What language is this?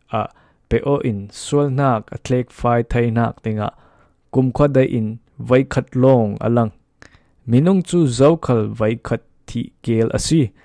Falam Chin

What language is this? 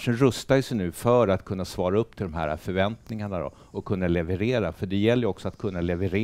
Swedish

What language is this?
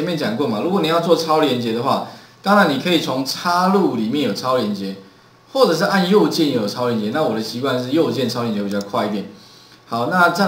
Chinese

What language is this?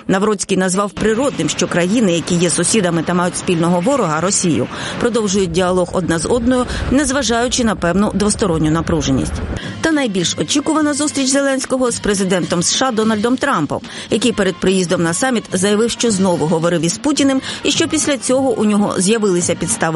Ukrainian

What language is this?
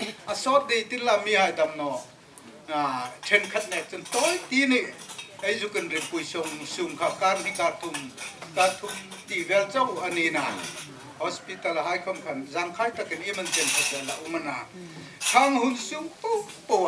Hmar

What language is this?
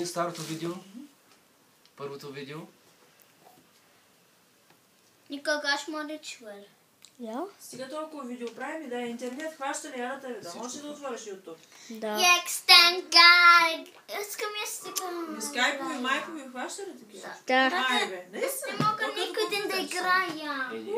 Bulgarian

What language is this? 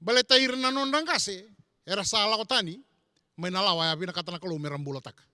Fijian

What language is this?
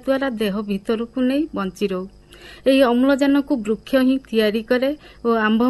Odia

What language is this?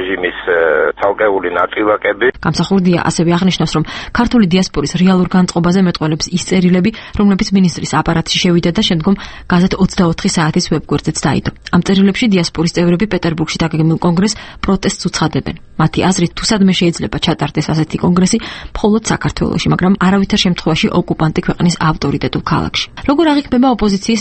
Georgian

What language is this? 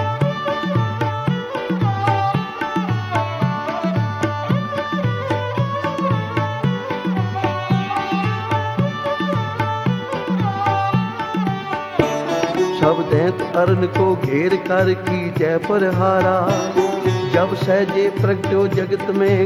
Punjabi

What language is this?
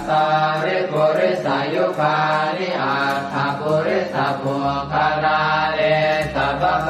Pali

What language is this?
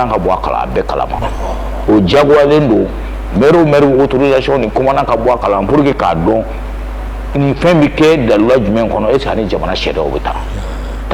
Bambara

